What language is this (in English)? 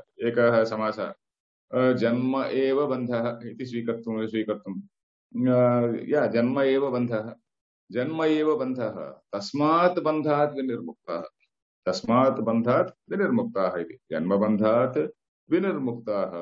Sanskrit